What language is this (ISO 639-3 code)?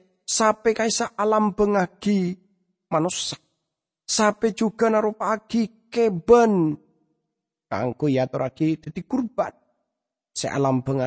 mad